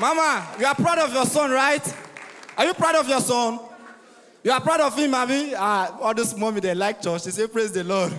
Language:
Nigerian Pidgin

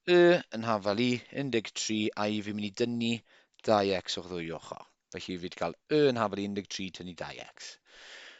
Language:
Welsh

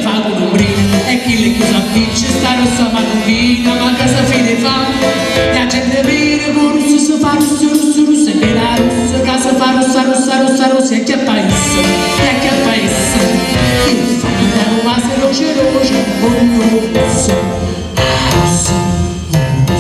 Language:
Neapolitan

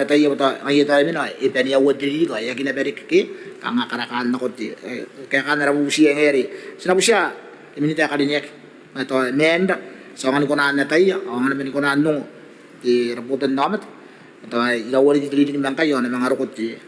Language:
Gilbertese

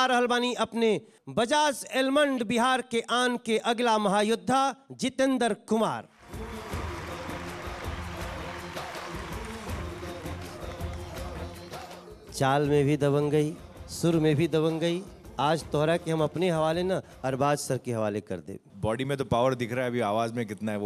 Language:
Bhojpuri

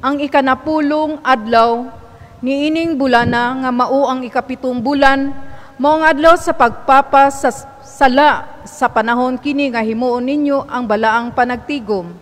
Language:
Cebuano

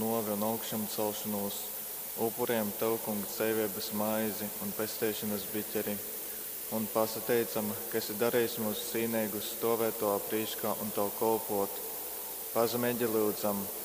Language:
Latgalian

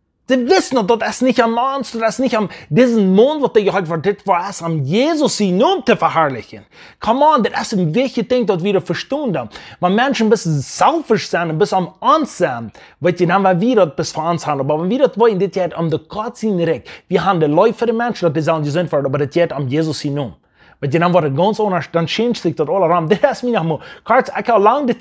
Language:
Plautdietsch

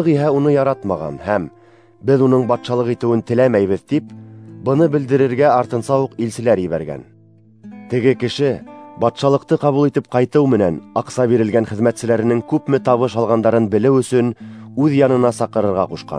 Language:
Bashkir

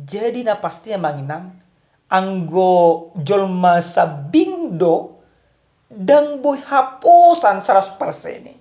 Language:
Batak Toba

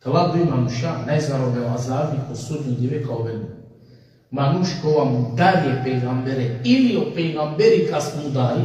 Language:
Balkan Romani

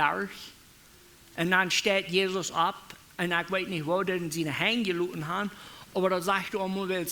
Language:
Plautdietsch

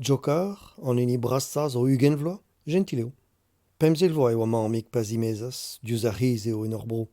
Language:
Breton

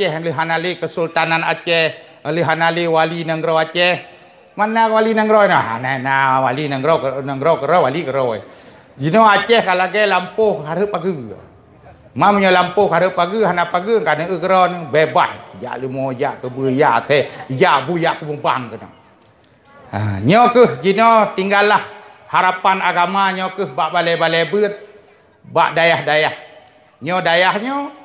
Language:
Achinese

